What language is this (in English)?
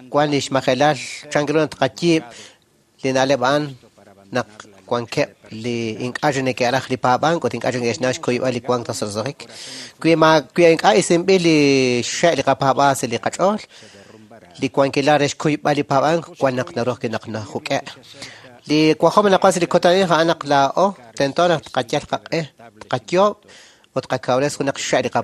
Kekchí